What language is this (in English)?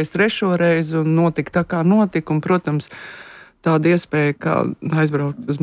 Latvian